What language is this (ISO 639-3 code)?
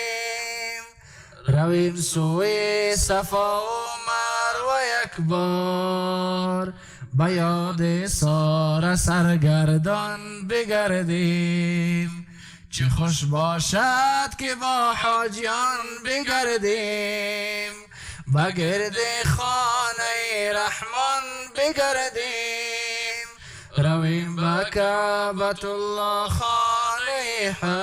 fas